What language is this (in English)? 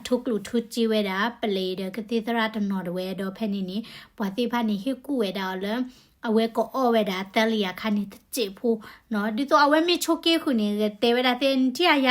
S'gaw Karen